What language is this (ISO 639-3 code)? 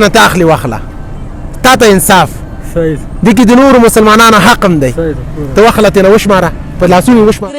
pus